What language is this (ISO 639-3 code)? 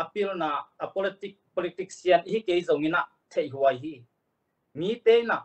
ctd